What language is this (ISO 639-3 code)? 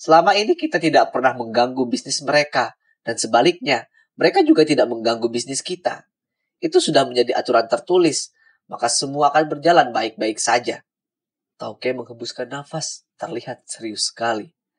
ind